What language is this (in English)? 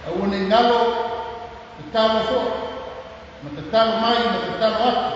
Samoan